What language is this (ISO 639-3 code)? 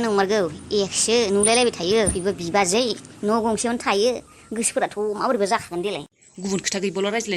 brx